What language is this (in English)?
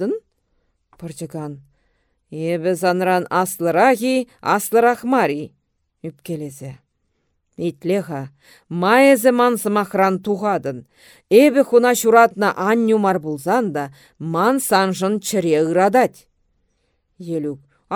Chuvash